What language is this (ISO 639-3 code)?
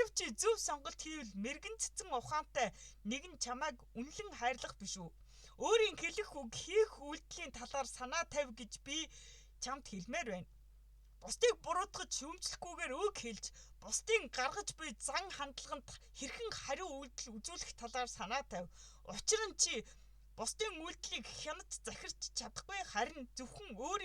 mon